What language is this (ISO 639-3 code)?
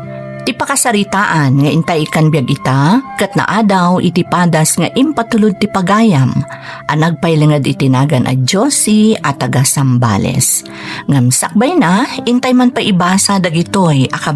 ilo